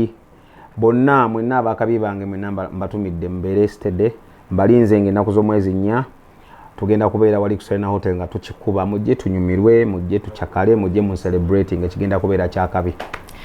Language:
Ganda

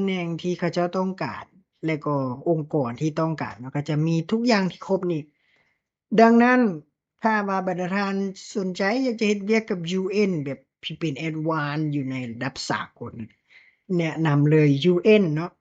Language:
Lao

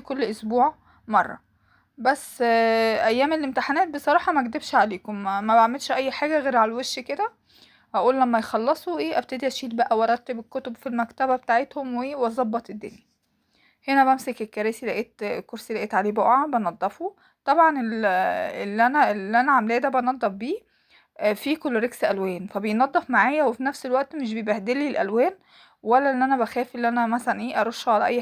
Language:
Egyptian Arabic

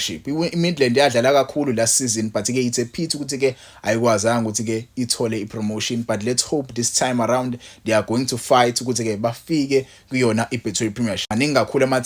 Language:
Zulu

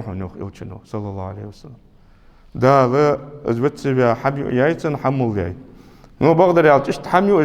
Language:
Ingush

